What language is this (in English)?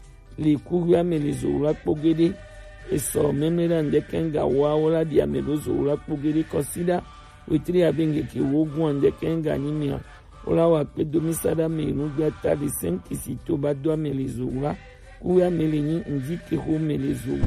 Gen